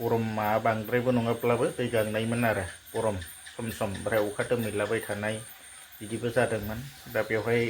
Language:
Bodo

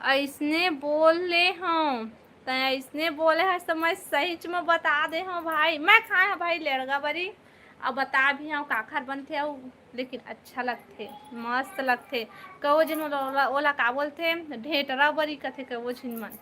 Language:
Chhattisgarhi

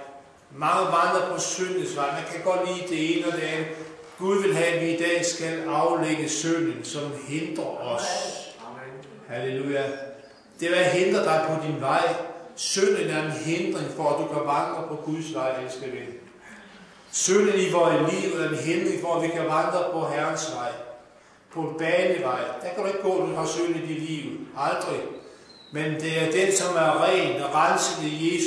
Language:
Danish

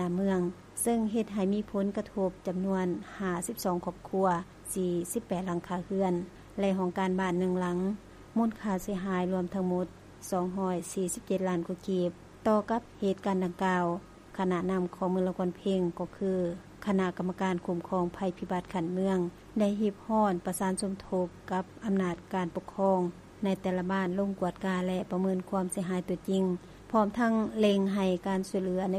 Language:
Lao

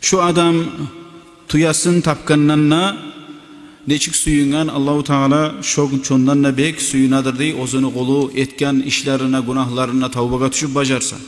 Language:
Kumyk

